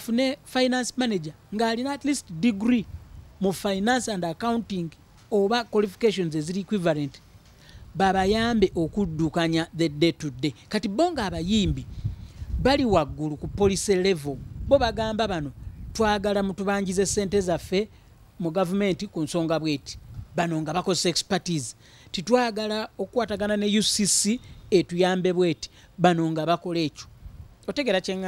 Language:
Ganda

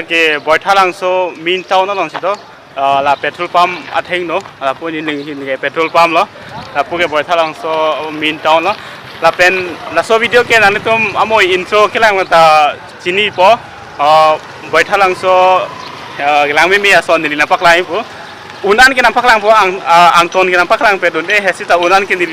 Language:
Karbi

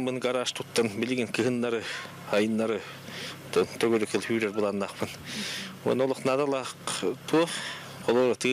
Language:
Yakut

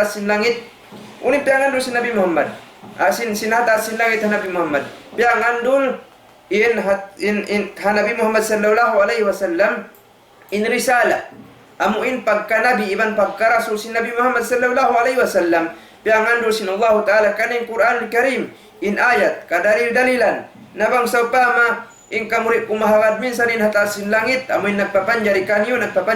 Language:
Tausug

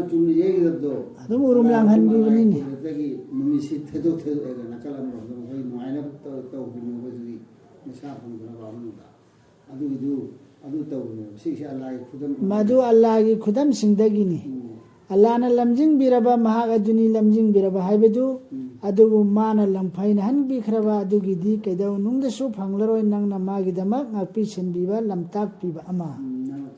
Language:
Manipuri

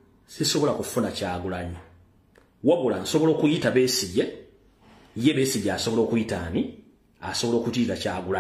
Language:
Ganda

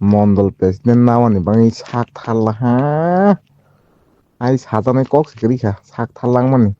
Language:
Kok Borok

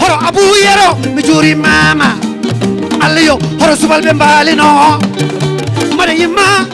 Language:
Fula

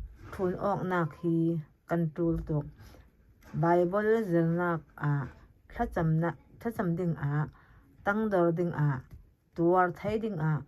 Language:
Falam Chin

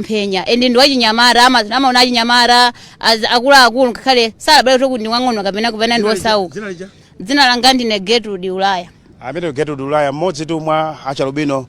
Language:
Nyanja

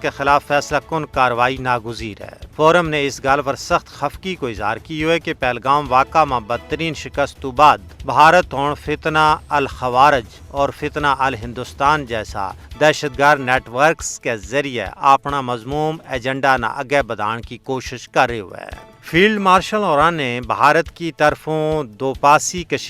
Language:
Gujari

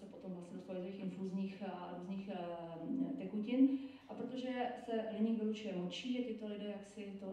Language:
Czech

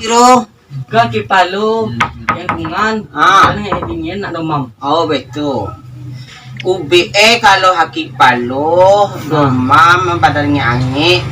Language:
Minangkabau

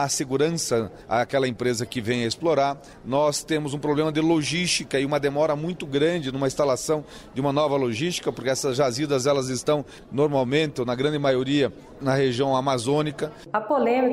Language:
Portuguese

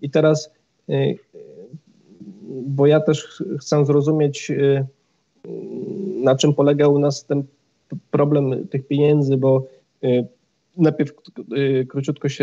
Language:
Polish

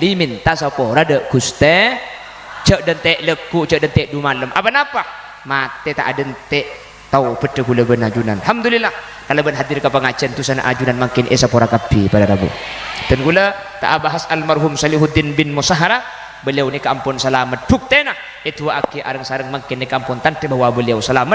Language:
Madurese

